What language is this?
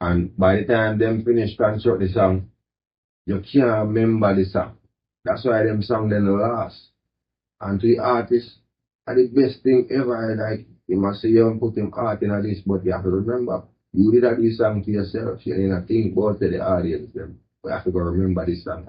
Jamaican Creole English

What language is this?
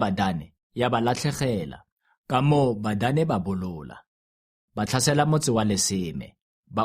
Tswana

